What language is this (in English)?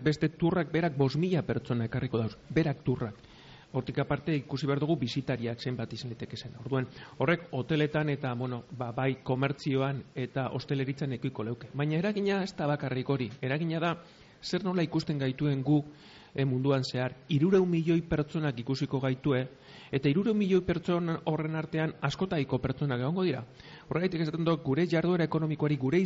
Basque